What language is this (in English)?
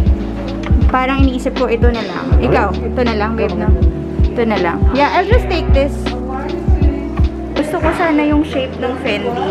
Filipino